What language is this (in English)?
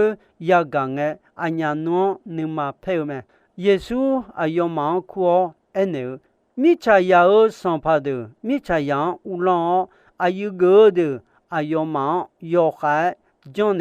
Akha